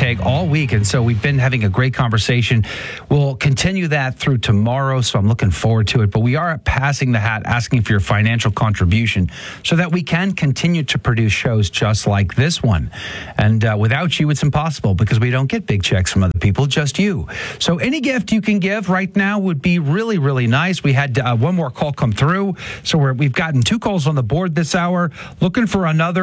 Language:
English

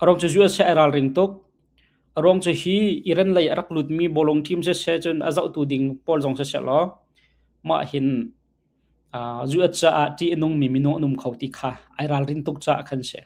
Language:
Hakha Chin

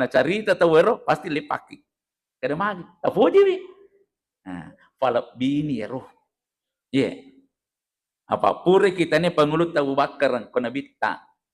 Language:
Buginese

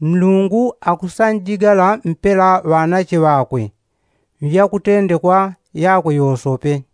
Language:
Yao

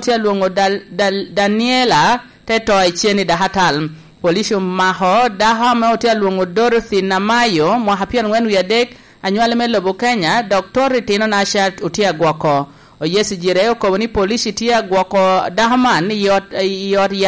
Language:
Lango (Uganda)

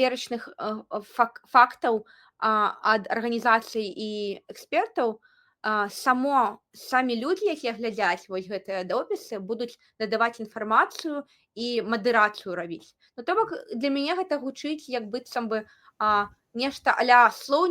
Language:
Belarusian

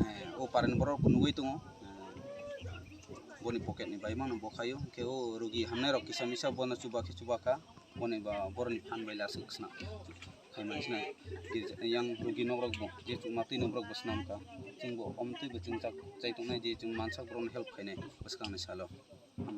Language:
Kok Borok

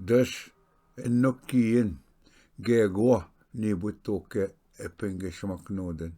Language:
Ojibwa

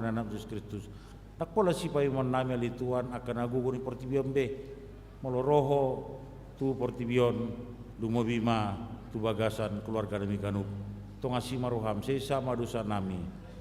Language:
Batak Toba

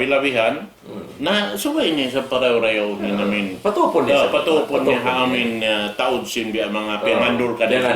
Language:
Tausug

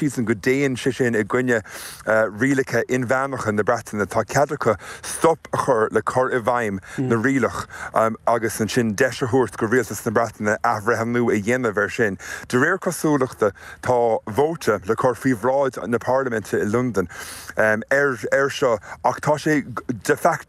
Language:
Irish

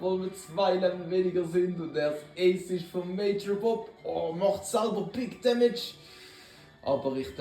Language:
Swiss German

